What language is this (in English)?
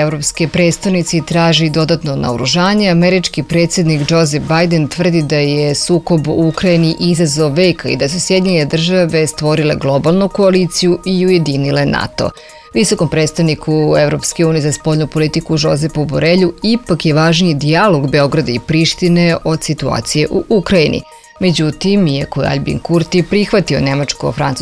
Serbian